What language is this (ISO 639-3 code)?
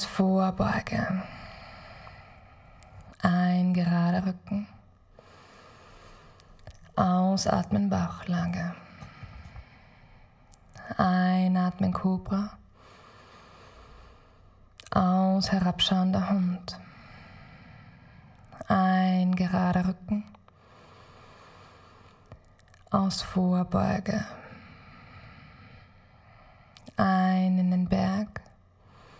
deu